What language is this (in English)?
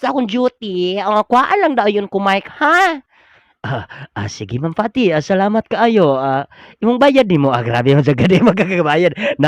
Cebuano